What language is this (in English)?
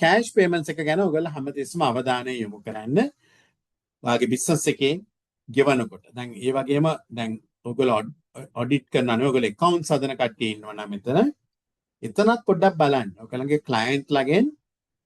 Sinhala